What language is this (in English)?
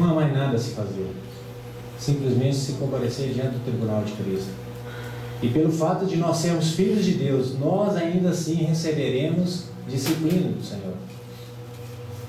Portuguese